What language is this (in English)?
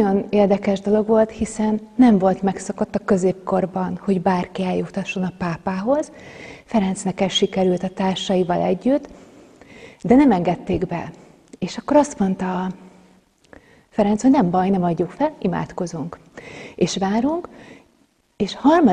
Hungarian